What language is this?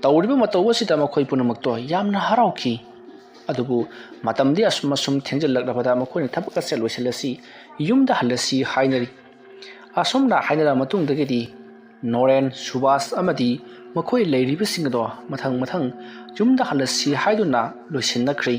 Manipuri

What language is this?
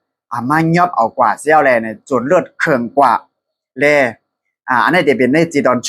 Shan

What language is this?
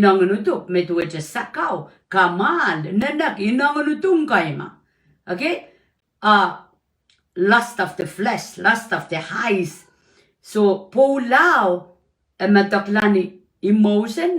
Pohnpeian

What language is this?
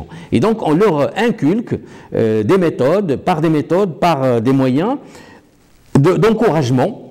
French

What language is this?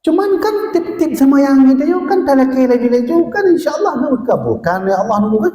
Achinese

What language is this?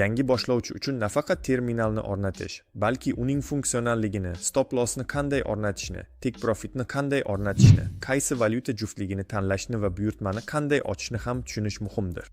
Uzbek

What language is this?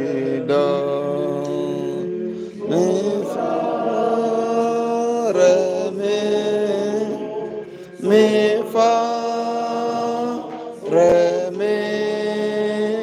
Swahili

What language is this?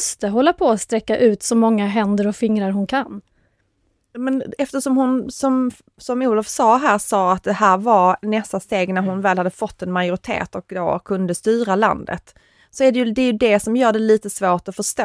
Swedish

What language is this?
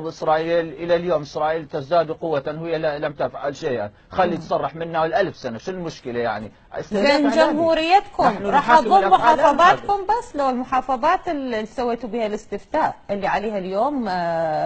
Mesopotamian Arabic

